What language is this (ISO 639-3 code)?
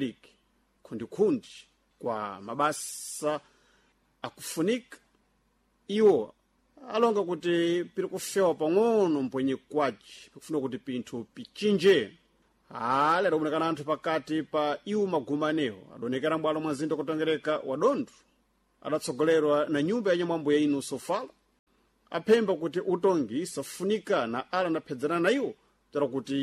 seh